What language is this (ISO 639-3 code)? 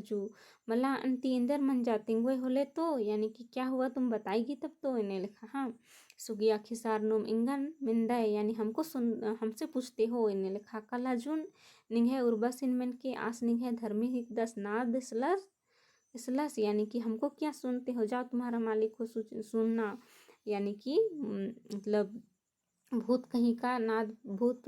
kru